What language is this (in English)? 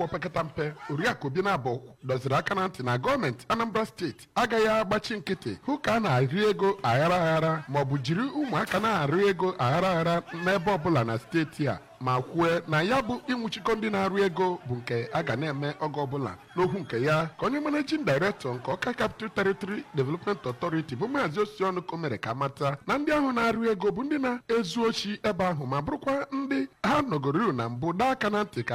Igbo